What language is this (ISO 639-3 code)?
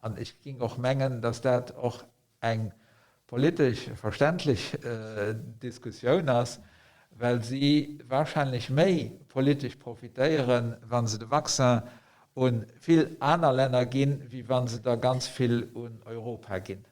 ltz